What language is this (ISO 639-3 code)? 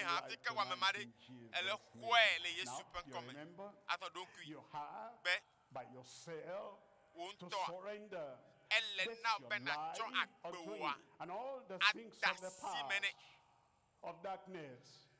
ewe